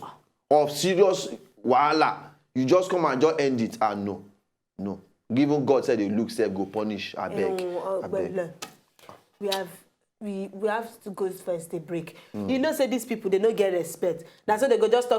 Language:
Nigerian Pidgin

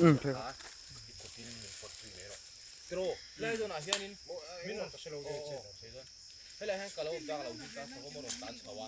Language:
Mizo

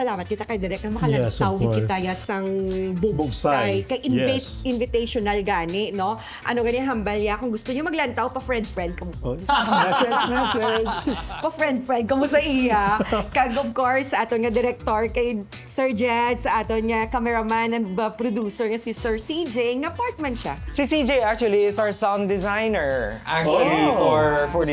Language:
Hiligaynon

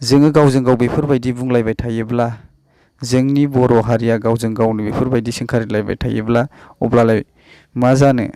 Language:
Bodo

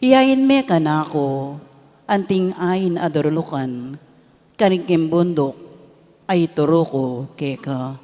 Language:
Pampanga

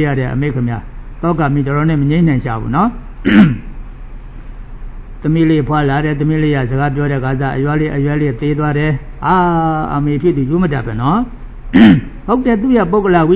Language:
Burmese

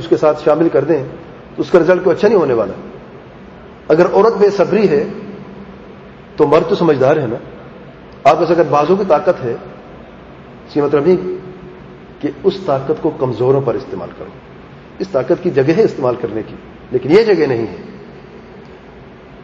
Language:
Urdu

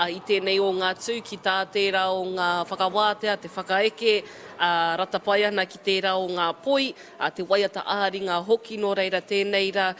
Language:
Māori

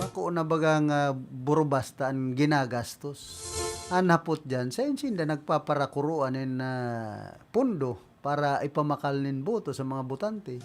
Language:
Bikol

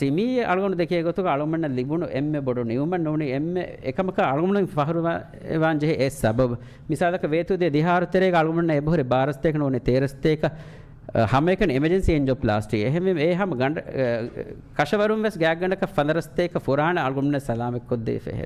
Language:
Divehi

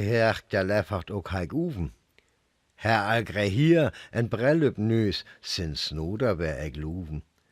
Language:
Northern Frisian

